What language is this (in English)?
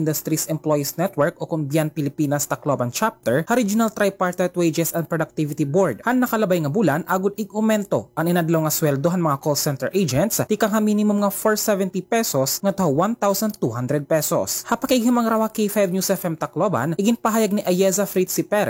Waray